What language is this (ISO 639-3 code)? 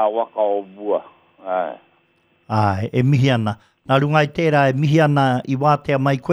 mri